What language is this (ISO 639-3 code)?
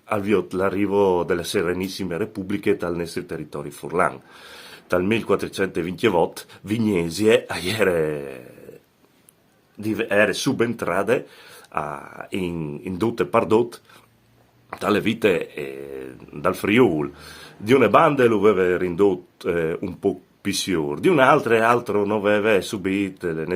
fur